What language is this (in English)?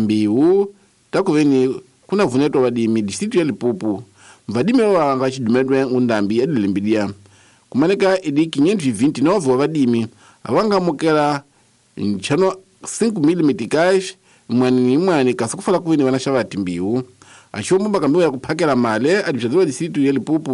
Tsonga